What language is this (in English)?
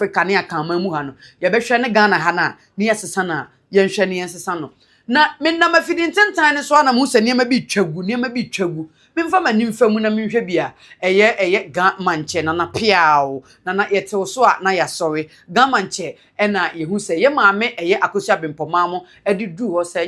Akan